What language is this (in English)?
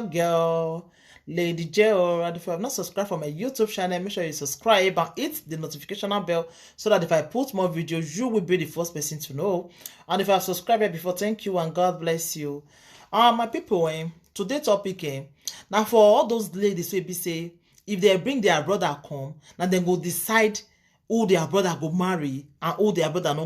Nigerian Pidgin